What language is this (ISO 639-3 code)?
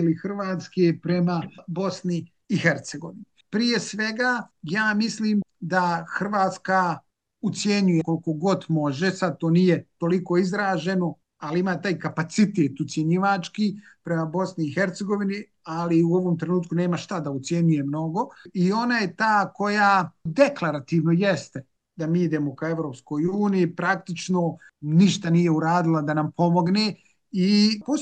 bos